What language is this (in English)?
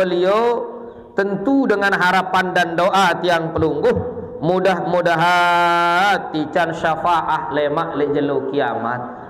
Sasak